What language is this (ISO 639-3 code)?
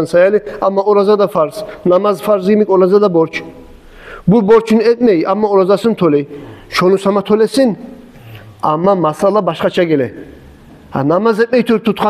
kum